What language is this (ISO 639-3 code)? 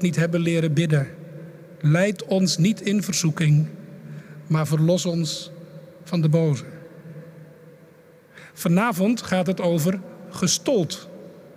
nld